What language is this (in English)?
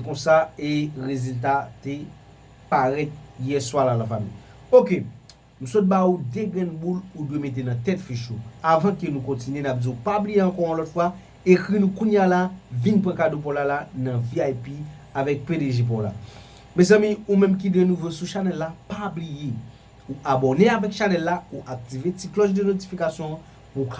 Haitian Creole